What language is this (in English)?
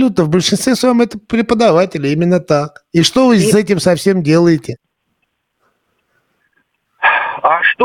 Russian